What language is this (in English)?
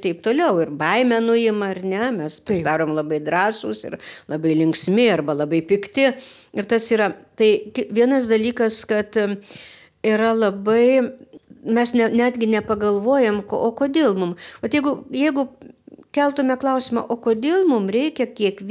Lithuanian